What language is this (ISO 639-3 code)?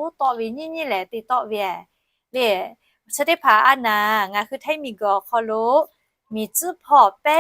lhu